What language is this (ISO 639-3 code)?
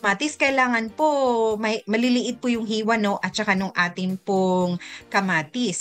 fil